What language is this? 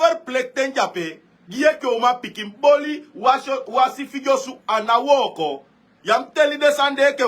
Sranan Tongo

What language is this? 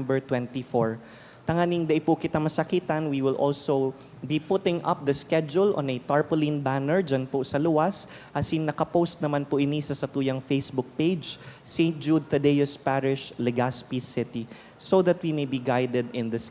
Bikol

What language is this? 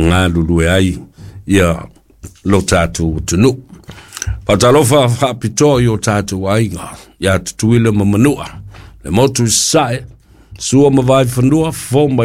Samoan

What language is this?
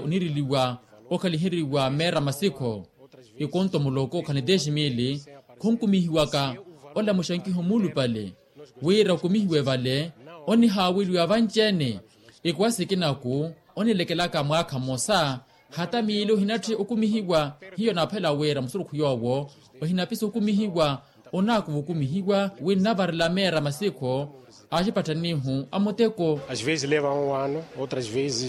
Makhuwa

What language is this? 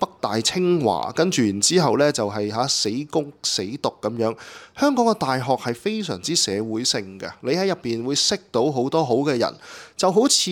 Cantonese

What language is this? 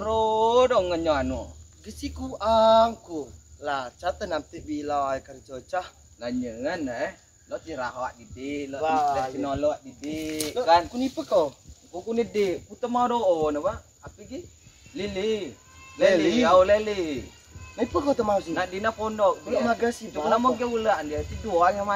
Rejang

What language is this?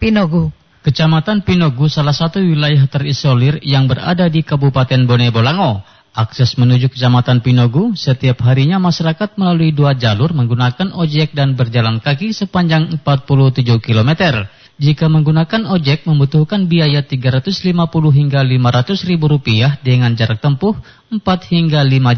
Indonesian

